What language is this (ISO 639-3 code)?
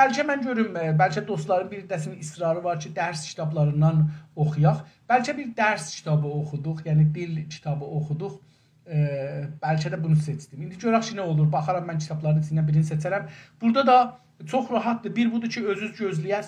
azb